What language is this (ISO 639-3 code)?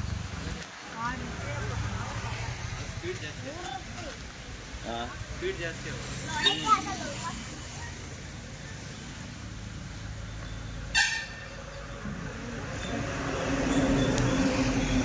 kan